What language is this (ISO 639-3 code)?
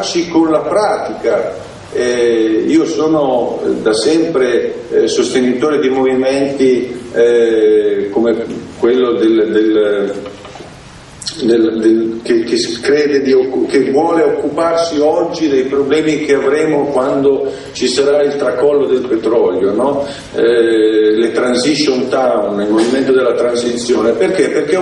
ita